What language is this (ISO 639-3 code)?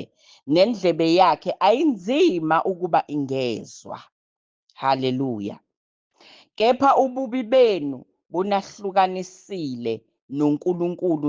zul